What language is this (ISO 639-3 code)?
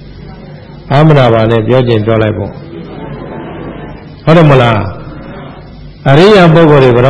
mya